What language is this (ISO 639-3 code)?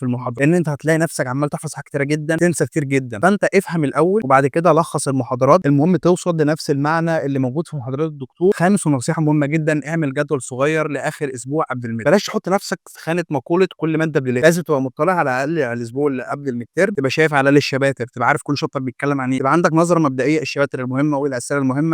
arz